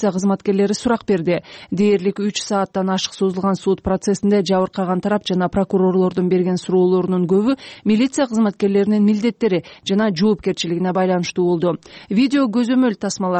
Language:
Kyrgyz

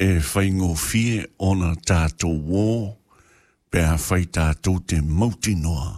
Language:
Samoan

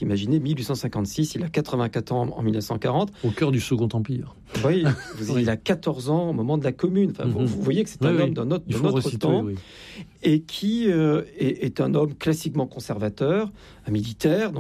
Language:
French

